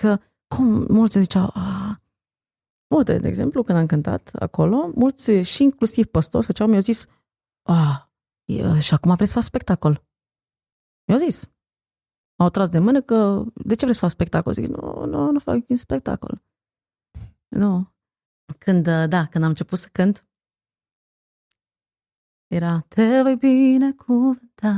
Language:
Romanian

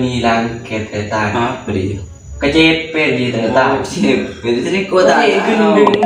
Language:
Madurese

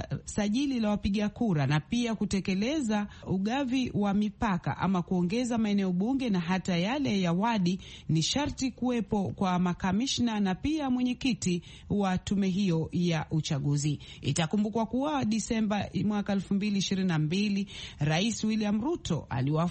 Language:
Swahili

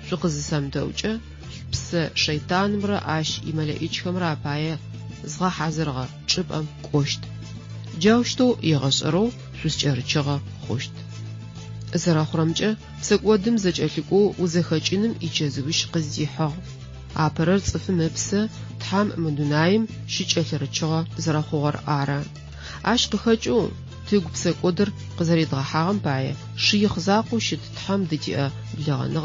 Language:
Adyghe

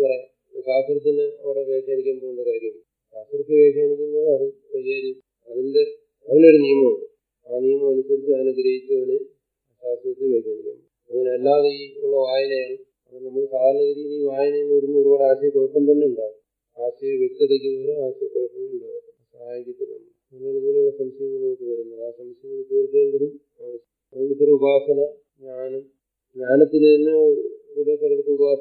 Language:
Malayalam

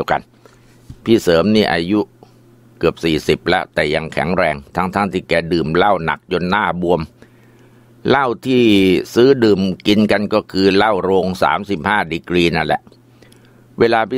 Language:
Thai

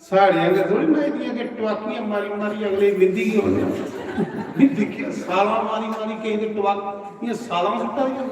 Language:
Dogri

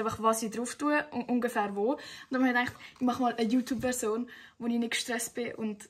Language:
Swiss German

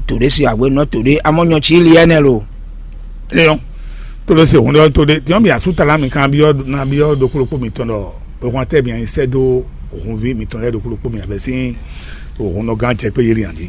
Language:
Fon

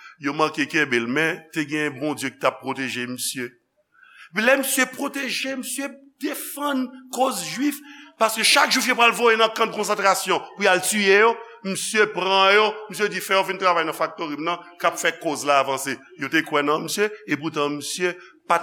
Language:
Haitian Creole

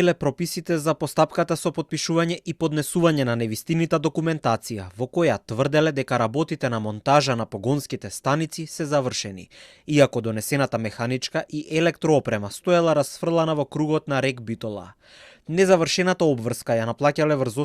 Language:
Macedonian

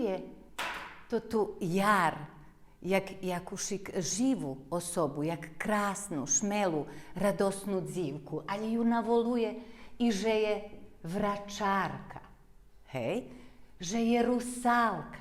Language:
Rusyn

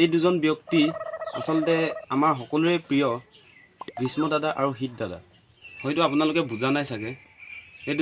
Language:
Assamese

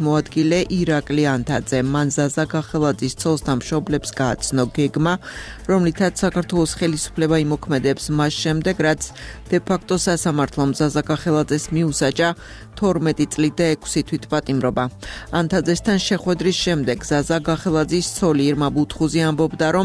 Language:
Georgian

